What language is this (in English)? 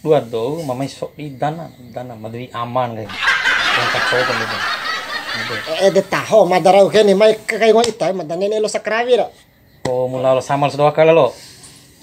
Bima